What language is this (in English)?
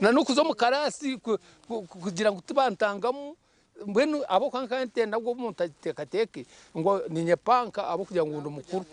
Nyankole